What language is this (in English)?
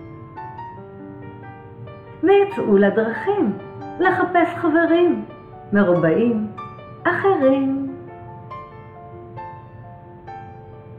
Hebrew